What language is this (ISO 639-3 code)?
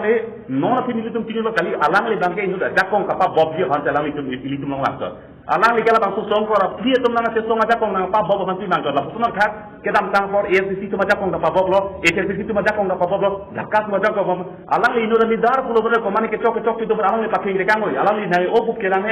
mjw